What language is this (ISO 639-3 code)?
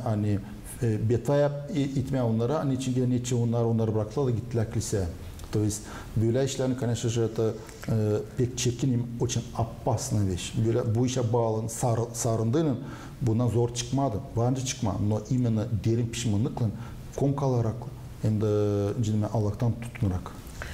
gag